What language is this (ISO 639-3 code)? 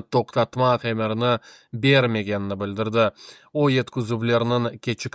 crh